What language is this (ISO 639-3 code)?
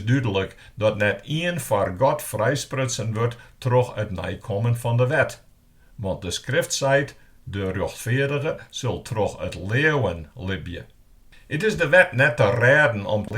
fry